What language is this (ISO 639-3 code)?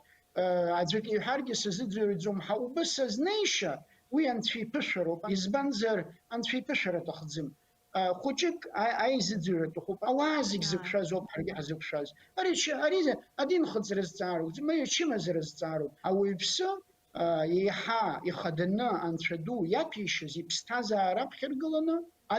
abk